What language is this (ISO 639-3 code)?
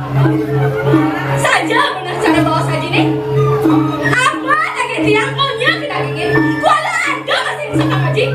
ban